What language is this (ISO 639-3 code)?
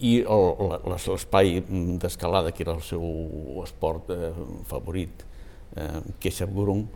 cat